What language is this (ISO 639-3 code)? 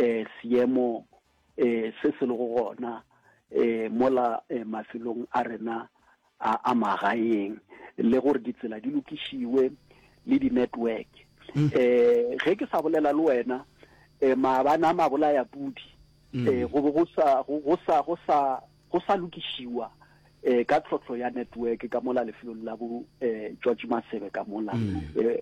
nso